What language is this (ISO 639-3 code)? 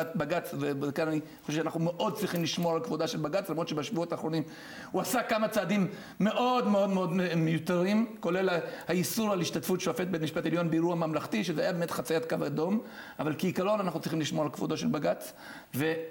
heb